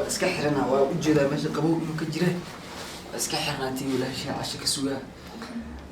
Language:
Somali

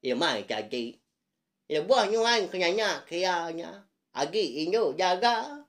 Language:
Iban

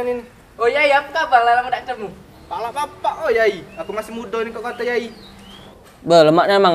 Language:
Musi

